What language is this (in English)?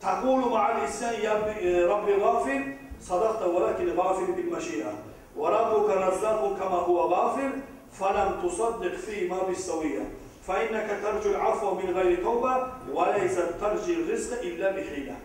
Kumyk